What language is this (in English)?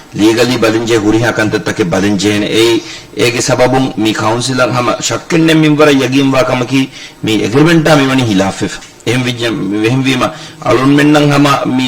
Divehi